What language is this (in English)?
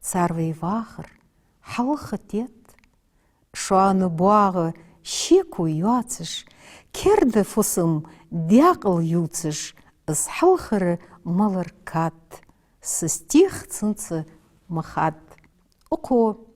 Ingush